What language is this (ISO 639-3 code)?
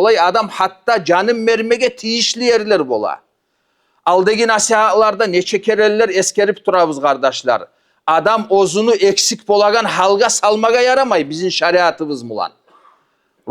kum